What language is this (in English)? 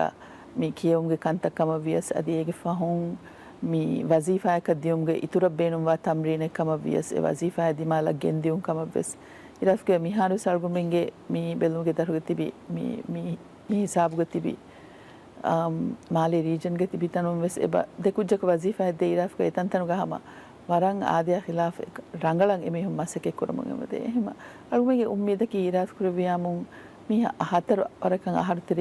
Divehi